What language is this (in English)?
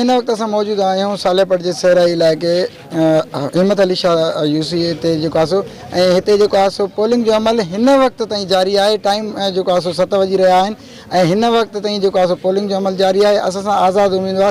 Sindhi